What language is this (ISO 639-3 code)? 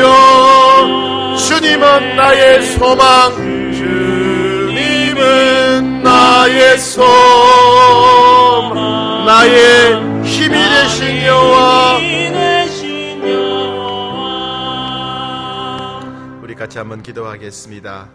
kor